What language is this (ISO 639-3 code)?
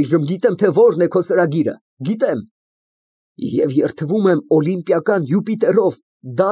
hye